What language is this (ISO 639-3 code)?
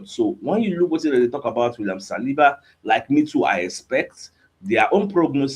pcm